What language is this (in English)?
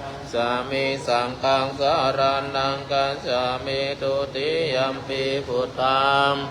Pali